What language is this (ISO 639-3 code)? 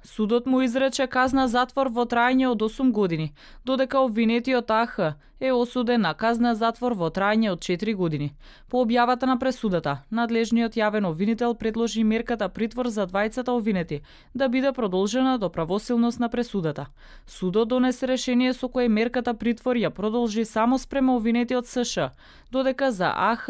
mkd